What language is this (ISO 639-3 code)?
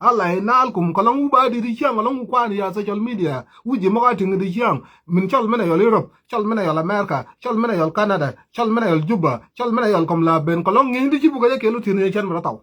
nus